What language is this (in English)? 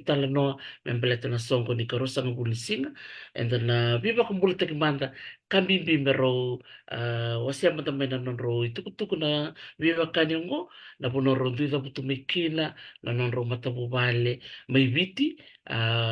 Fijian